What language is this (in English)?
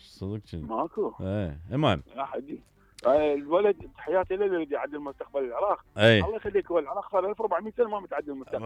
Mesopotamian Arabic